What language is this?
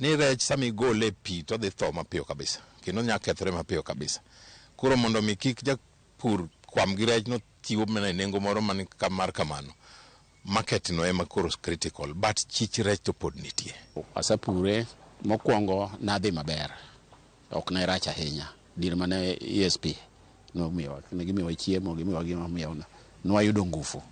Luo (Kenya and Tanzania)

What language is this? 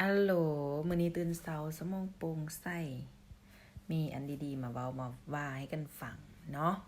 Lao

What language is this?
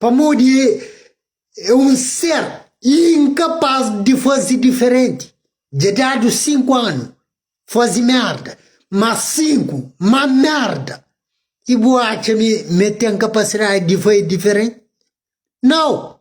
Kabuverdianu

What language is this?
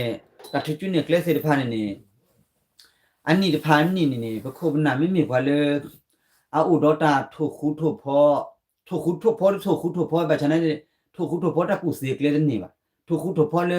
S'gaw Karen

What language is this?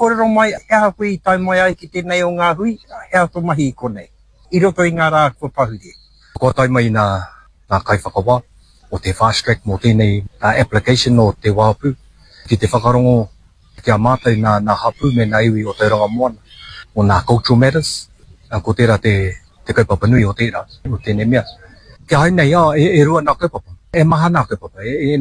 Māori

